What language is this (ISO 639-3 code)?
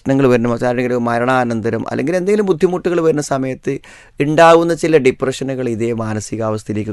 mal